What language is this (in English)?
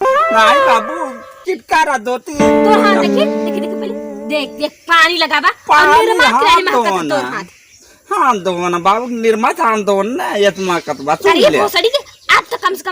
Awadhi